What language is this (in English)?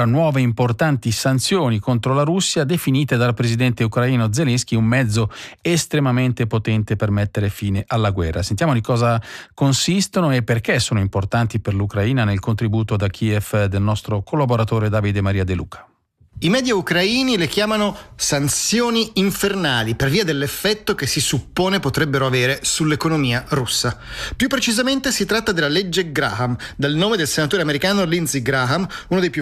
Italian